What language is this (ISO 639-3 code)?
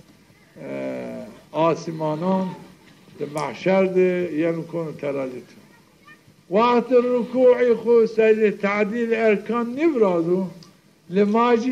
zza